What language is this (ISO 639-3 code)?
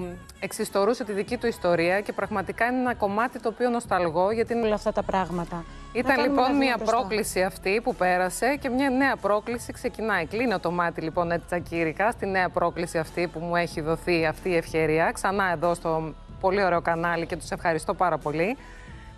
ell